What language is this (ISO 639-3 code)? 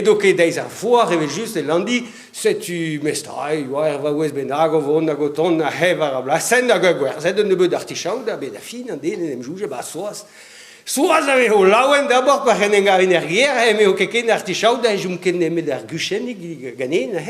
bre